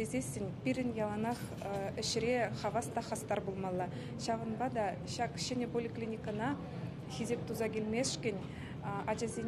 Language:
Chuvash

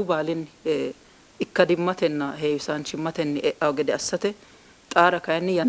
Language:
Sidamo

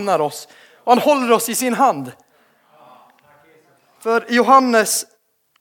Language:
Swedish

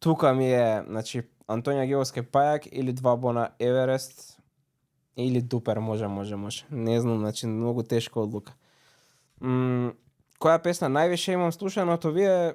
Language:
Macedonian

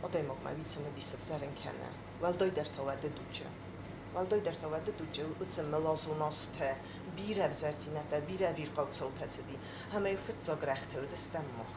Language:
Ossetic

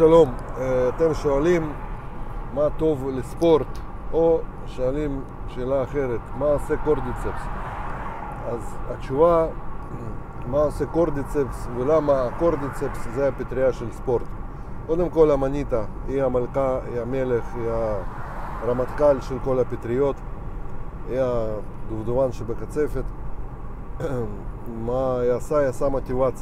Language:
Hebrew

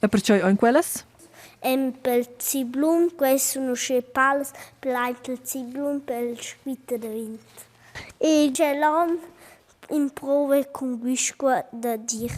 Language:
Romansh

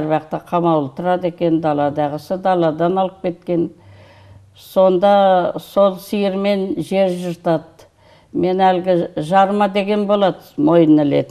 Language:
Kazakh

